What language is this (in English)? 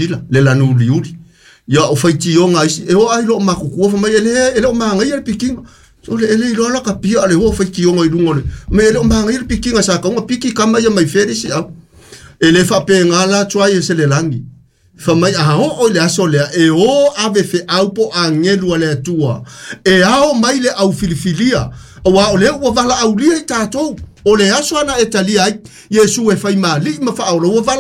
Samoan